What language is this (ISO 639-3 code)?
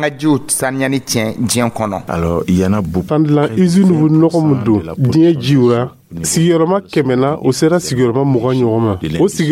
dyu